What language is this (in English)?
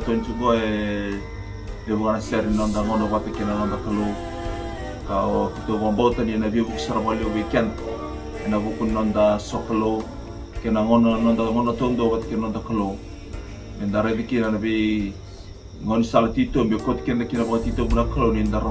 Fijian